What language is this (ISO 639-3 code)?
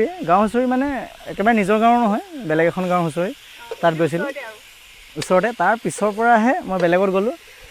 asm